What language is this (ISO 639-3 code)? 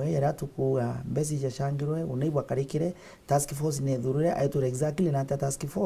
mer